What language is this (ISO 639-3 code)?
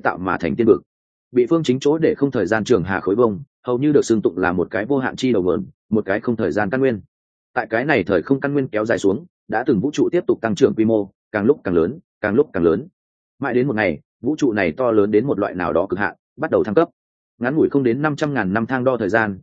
vie